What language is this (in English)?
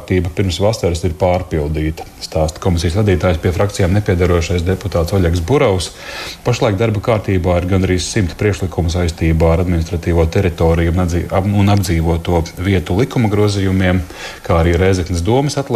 Latvian